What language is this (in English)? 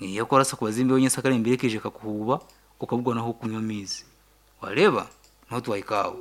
Nyankole